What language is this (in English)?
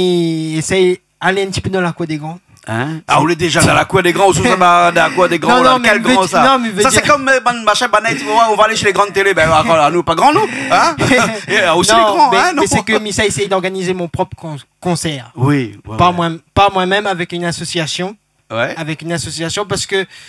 Réunion Creole French